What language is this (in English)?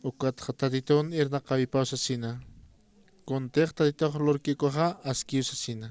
Aymara